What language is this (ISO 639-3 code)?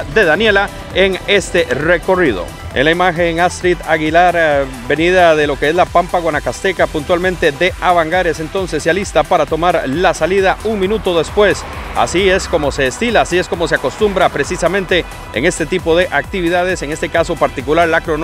spa